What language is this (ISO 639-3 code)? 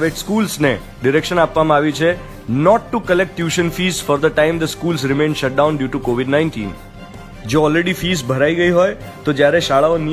guj